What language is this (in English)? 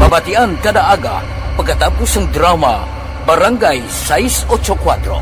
Hiligaynon